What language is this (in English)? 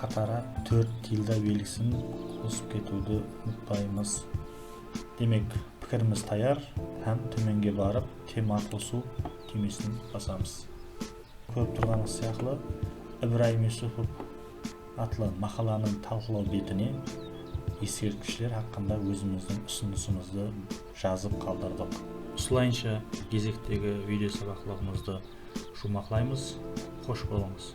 Kara-Kalpak